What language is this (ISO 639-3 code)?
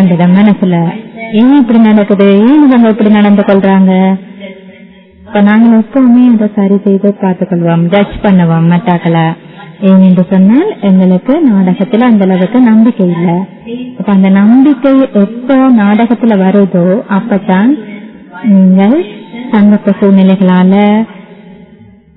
tam